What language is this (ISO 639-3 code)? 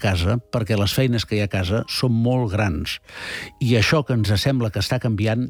cat